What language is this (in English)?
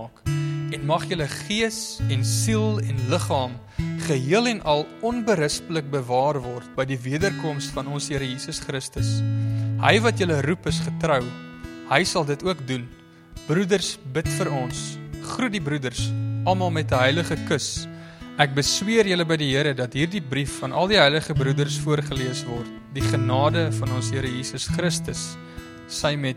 Afrikaans